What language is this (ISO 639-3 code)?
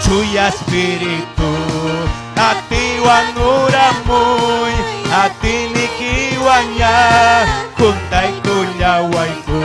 quy